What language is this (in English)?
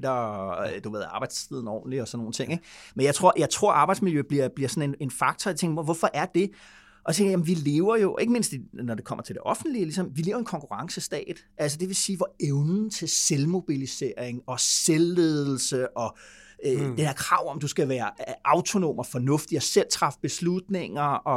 Danish